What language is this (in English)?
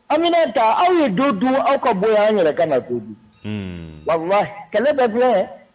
Bambara